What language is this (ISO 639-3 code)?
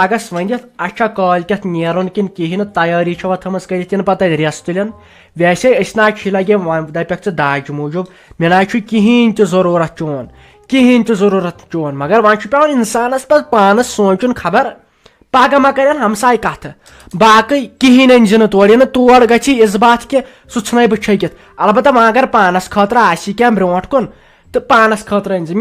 kas